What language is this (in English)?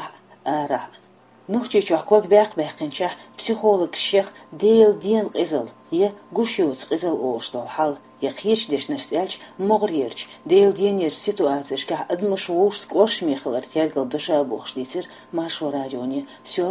Chechen